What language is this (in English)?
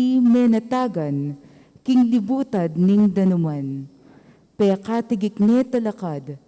Pampanga